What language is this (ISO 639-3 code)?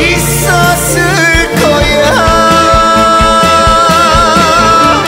kor